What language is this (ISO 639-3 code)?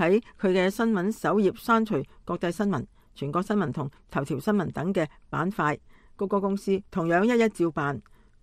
yue